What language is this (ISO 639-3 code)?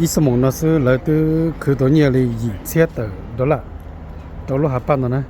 hmn